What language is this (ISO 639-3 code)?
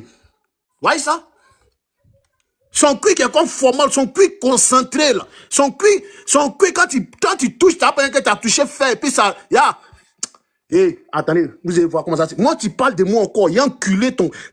fra